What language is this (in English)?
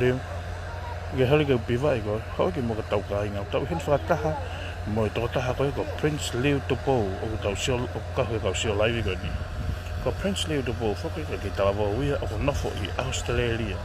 Tongan